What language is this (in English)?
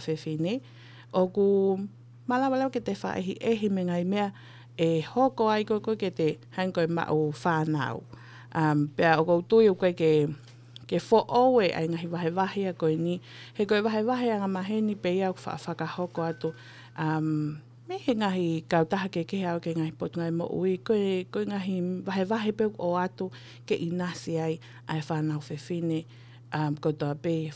Tongan